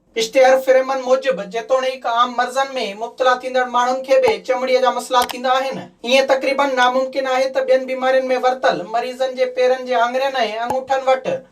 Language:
Sindhi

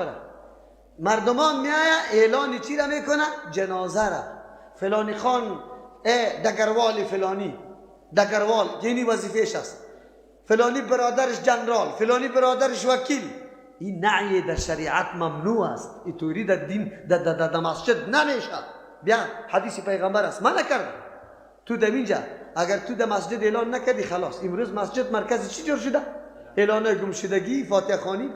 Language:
Persian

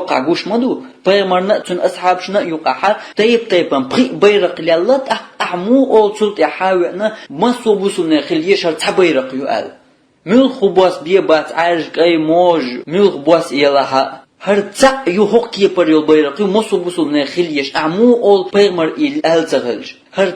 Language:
Chechen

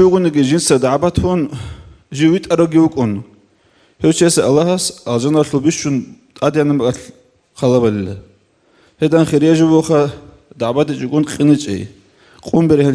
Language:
Avaric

